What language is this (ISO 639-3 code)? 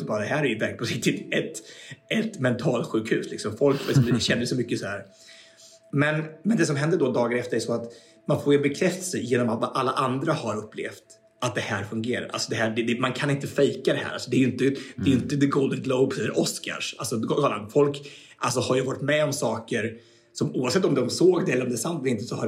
swe